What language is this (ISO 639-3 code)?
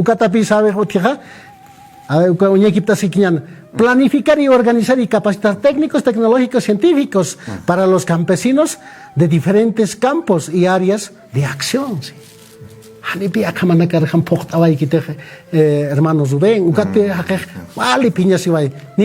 aym